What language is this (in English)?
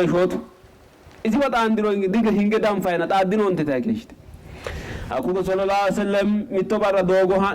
Sidamo